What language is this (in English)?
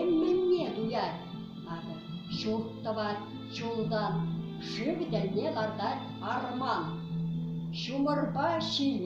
Chuvash